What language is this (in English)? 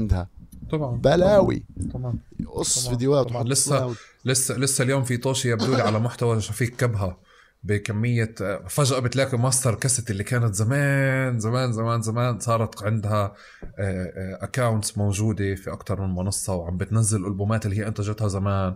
North Levantine Arabic